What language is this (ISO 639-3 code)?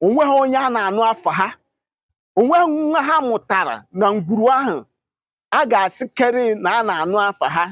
ibo